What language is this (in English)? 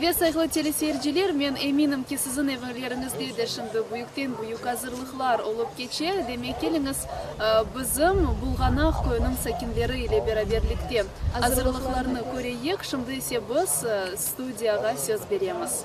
Crimean Tatar